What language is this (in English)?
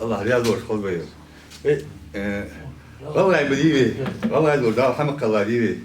Ingush